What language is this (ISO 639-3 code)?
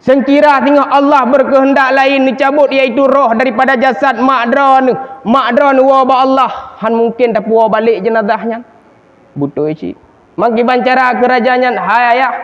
ace